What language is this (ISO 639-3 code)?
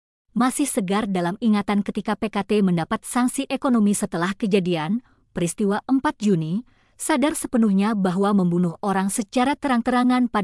ind